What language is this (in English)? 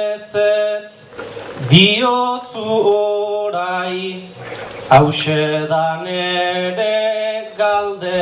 Basque